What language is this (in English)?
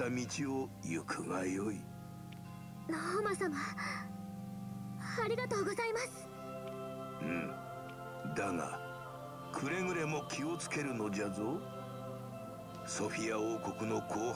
Japanese